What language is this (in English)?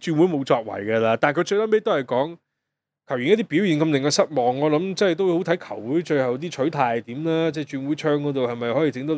Cantonese